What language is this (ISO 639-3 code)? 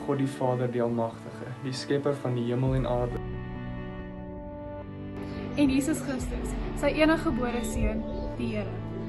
afr